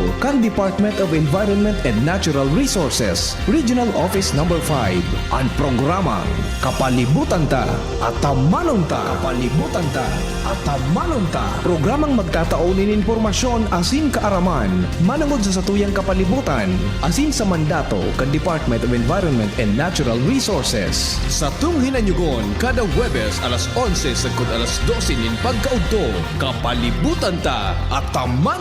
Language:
Bikol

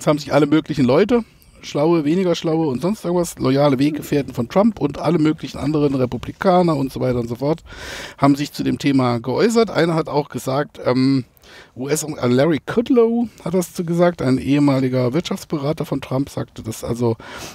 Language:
German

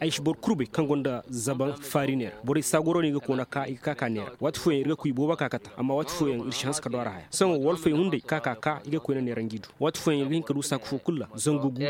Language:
Koyraboro Senni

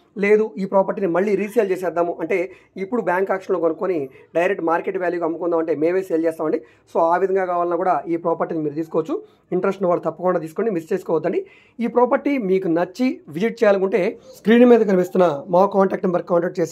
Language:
Telugu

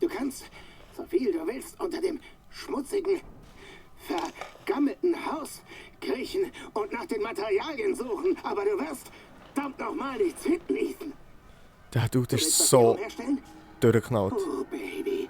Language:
Swiss German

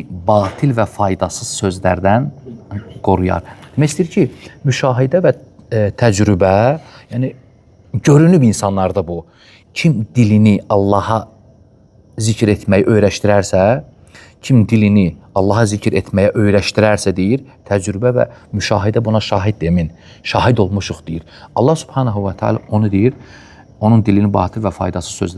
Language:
Azerbaijani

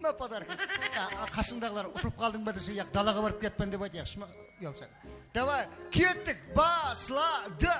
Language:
Kara-Kalpak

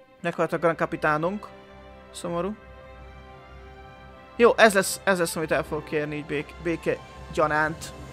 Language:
Hungarian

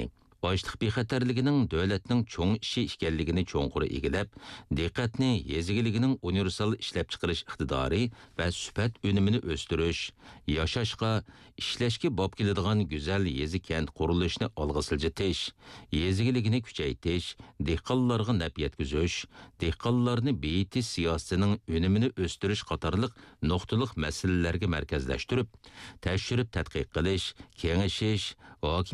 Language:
Uyghur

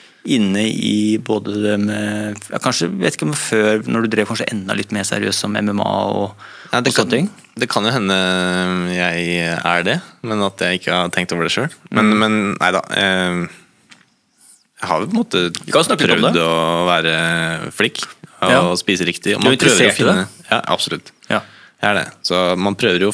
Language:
Norwegian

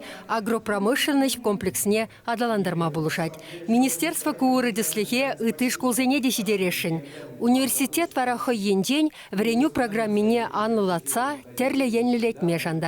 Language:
Chuvash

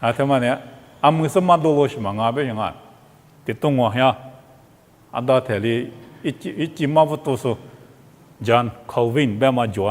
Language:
Lisu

